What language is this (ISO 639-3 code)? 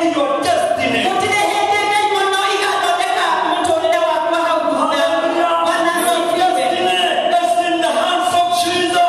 kik